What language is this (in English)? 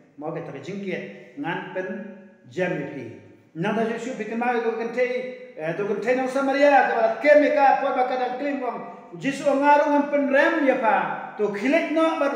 Khasi